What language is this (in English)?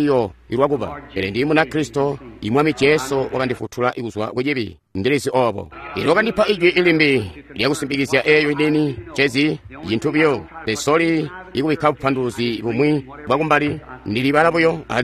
Tonga (Zambia)